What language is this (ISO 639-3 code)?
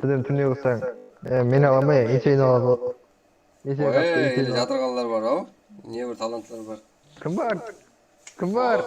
kaa